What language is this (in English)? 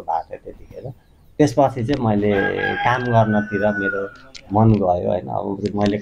Nepali